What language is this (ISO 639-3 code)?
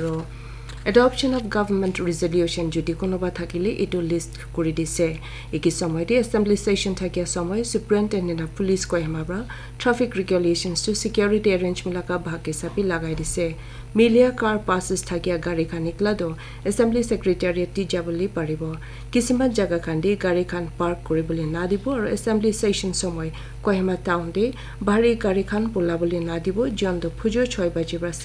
nag